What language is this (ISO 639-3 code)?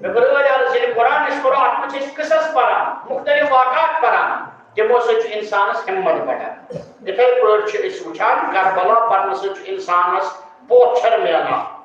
kas